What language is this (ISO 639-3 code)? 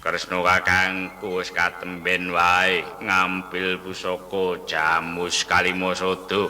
jav